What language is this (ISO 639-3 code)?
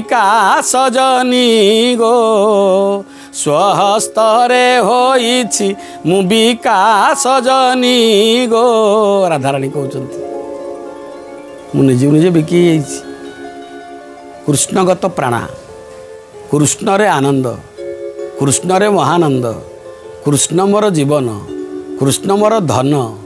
ori